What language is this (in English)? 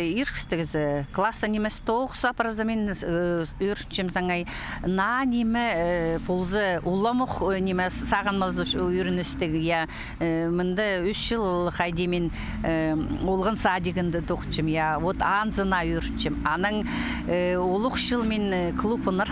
Khakas